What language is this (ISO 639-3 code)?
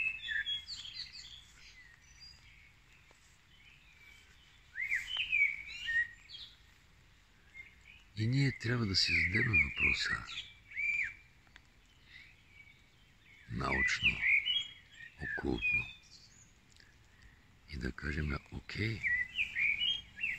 bul